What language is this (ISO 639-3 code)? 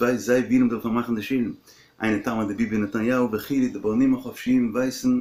yid